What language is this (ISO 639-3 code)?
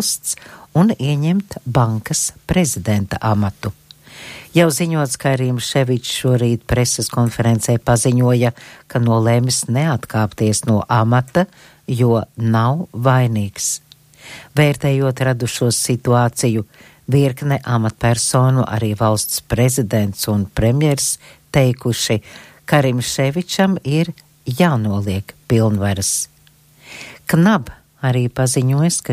lav